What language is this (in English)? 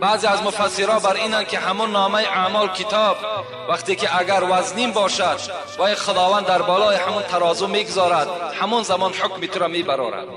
Tajik